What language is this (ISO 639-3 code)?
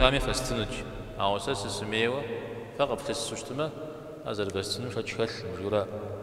kbd